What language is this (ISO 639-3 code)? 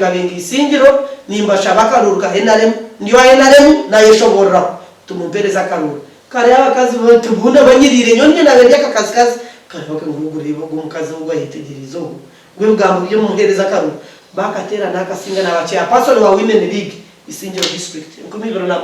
nyn